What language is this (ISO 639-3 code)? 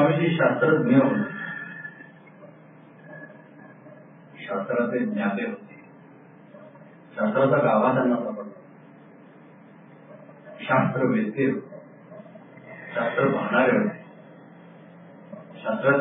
mar